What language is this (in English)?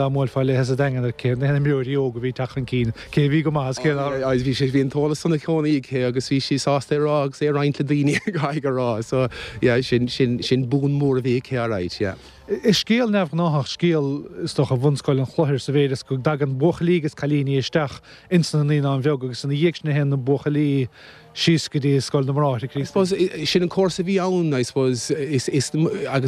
Irish